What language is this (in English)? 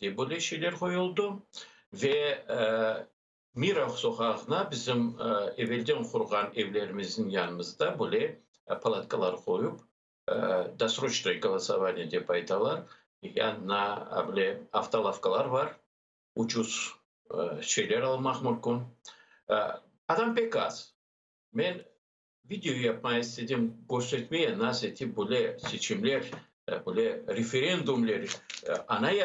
Crimean Tatar